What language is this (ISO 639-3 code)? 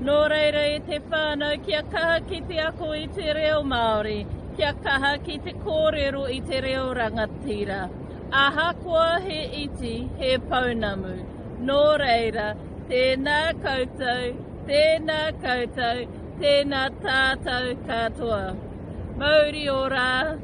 mri